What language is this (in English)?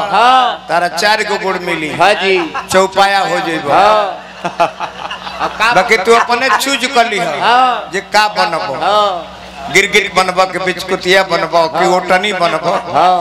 Bhojpuri